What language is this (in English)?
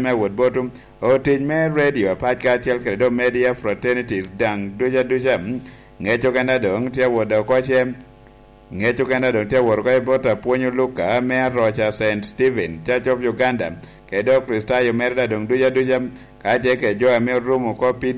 Lango (Uganda)